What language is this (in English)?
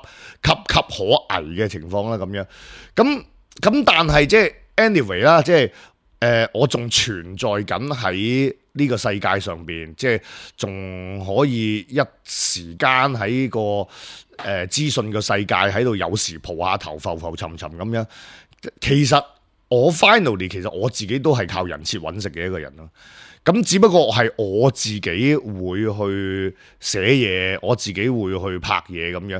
Cantonese